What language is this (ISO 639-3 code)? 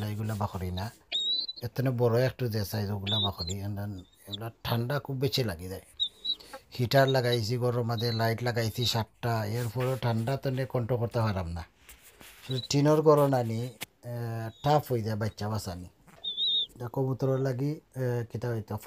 syl